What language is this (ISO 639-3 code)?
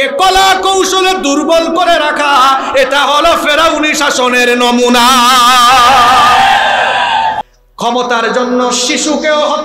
ben